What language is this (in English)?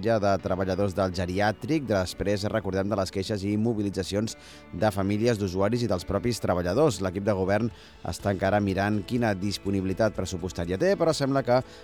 Catalan